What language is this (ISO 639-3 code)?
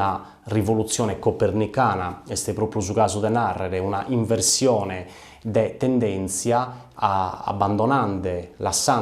srd